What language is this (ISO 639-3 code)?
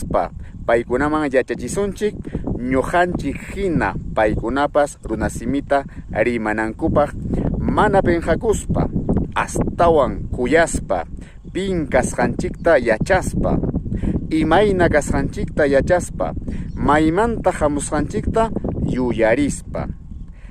quy